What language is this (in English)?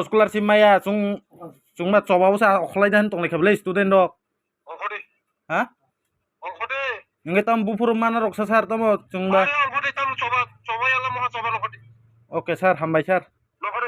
Kok Borok